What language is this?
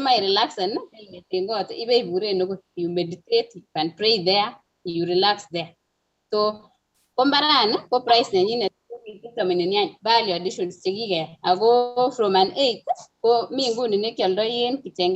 Kalenjin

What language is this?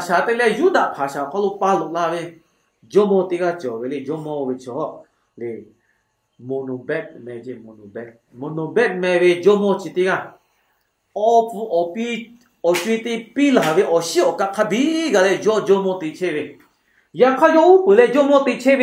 Lahu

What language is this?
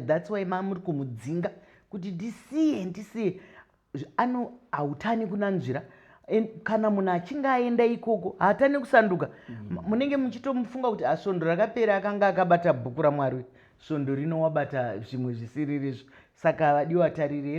Shona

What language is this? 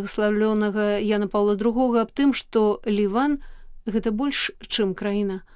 Belarusian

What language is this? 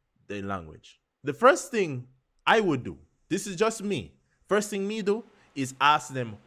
Jamaican Creole English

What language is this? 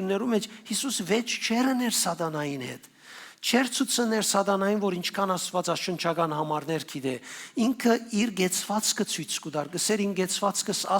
Western Armenian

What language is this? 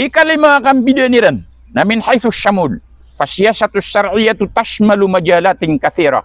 Maranao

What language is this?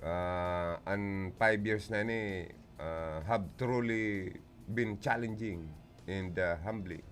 Bikol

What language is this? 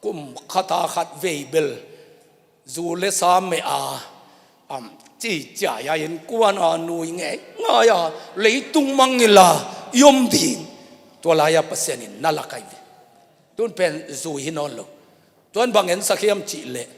Tedim Chin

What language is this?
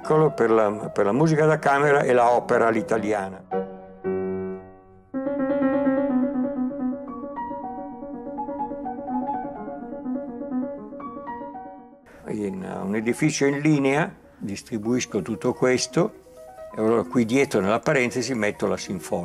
Italian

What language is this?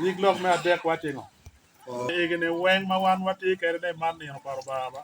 Acoli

